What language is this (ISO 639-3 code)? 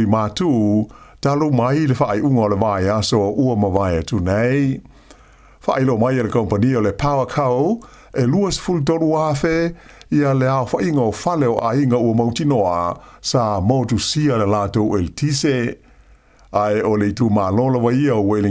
smo